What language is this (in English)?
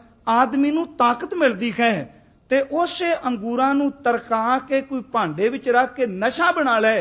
Punjabi